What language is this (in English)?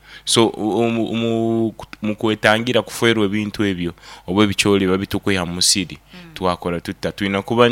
Nyankole